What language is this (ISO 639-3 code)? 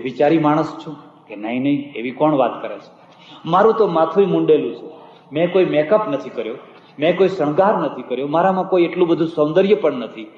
guj